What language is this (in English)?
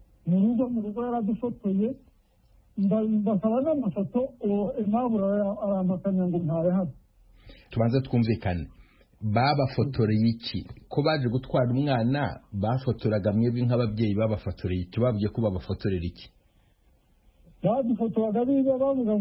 Kinyarwanda